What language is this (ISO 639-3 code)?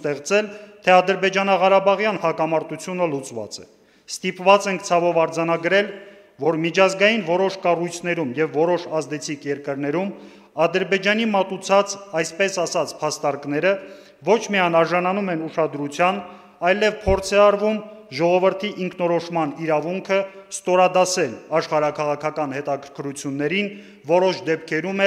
hye